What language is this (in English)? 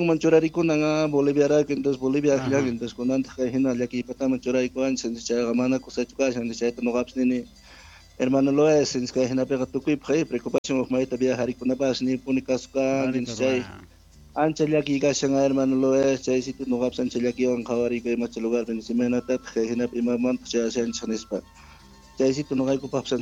South Bolivian Quechua